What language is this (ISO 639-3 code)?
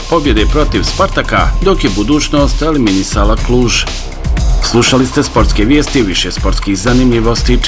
bos